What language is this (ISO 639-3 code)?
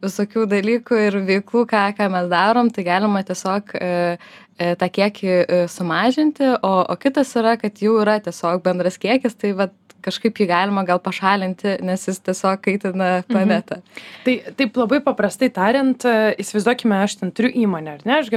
lit